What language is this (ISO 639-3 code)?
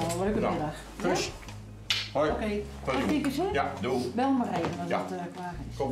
fry